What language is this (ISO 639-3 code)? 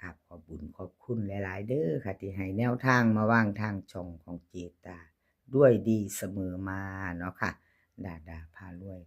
tts